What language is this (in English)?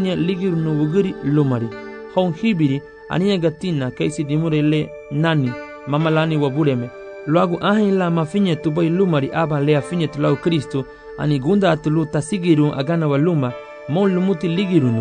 Garifuna